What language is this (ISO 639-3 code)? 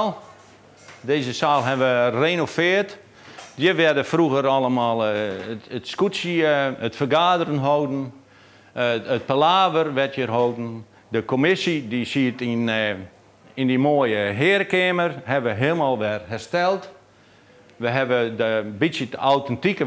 fry